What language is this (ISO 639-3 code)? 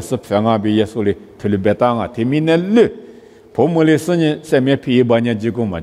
lis